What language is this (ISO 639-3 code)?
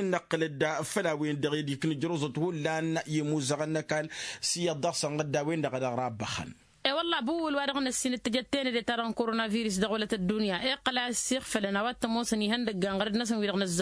taq